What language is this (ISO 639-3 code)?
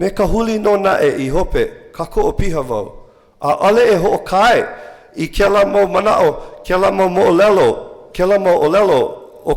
haw